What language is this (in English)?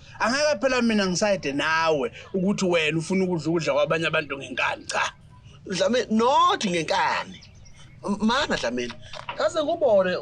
Zulu